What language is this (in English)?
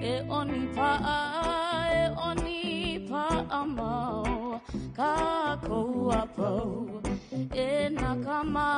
Hawaiian